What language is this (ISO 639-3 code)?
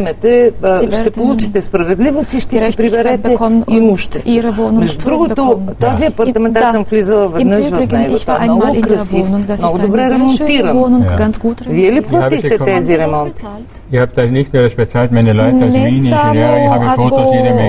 bul